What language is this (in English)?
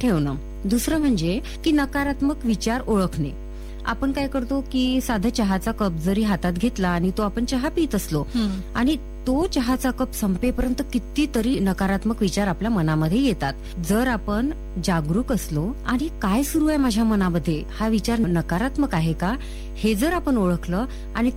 Marathi